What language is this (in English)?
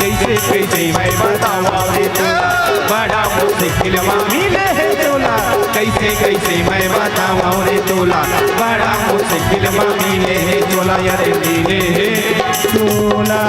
Chhattisgarhi